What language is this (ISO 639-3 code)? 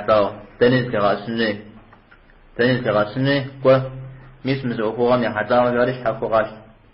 kbd